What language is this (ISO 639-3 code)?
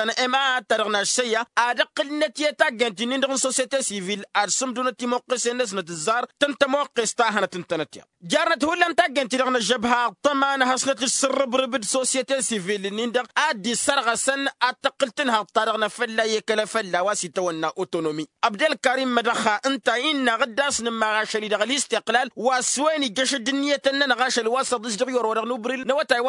taq